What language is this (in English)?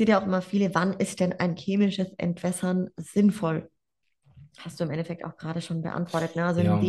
German